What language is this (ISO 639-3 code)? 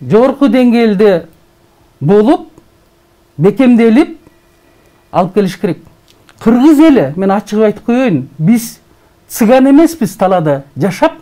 kir